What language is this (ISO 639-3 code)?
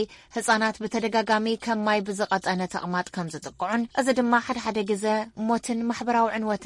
tir